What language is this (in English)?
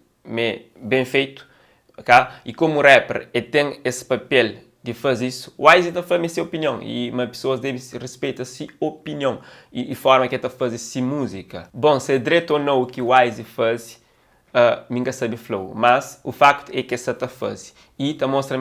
Kabuverdianu